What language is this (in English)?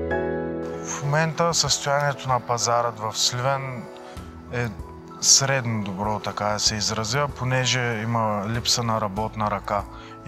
Bulgarian